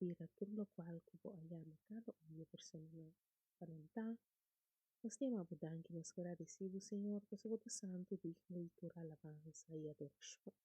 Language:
Papiamento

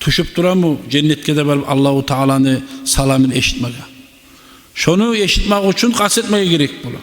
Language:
Kumyk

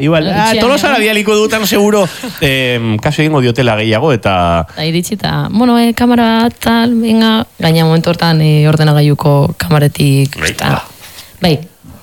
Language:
Basque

